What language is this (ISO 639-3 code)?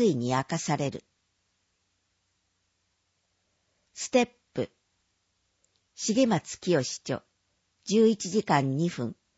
jpn